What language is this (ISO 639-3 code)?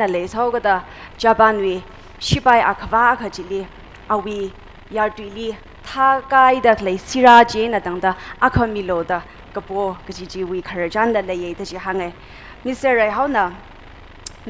nmf